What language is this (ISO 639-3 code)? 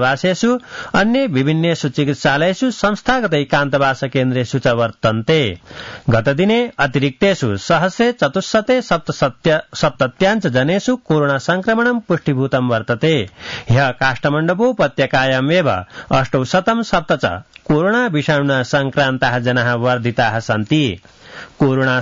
san